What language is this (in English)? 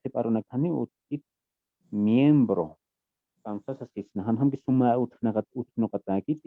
Aymara